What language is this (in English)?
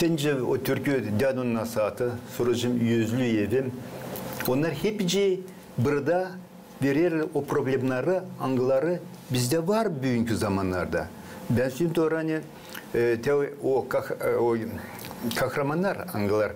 Gagauz